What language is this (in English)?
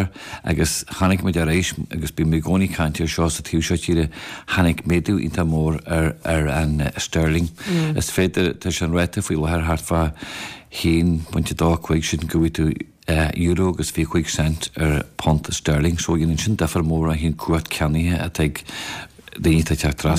Irish